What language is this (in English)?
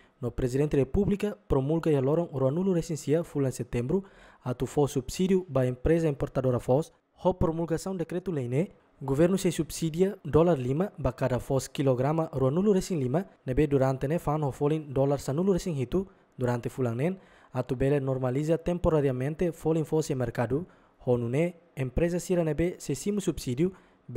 Tetum